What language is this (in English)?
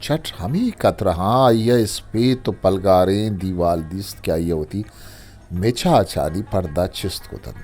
Eastern Balochi